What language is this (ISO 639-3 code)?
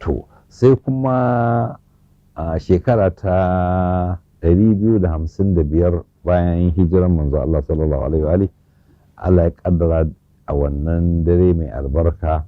hau